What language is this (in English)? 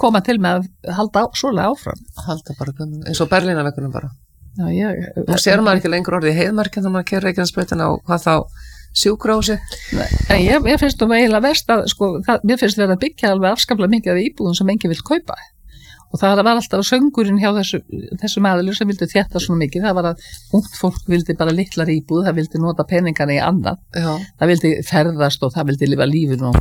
Icelandic